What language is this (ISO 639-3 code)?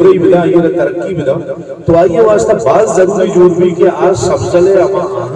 bgp